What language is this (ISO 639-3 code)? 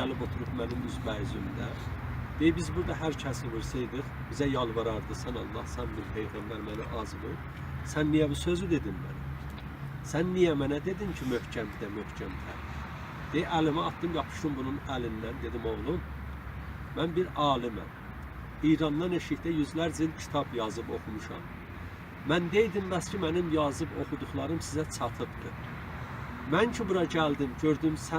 azb